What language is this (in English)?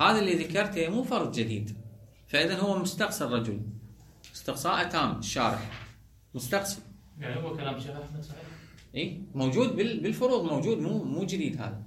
Mesopotamian Arabic